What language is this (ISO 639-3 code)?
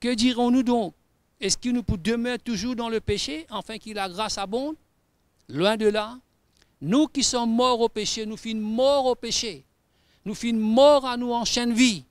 mfe